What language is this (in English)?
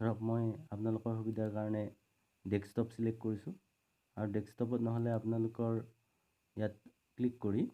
Assamese